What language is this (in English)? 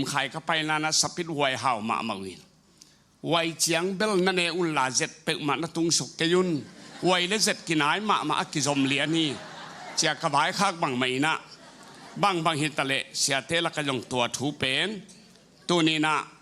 Tedim Chin